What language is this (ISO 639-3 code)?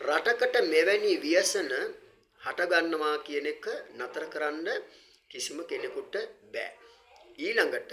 sin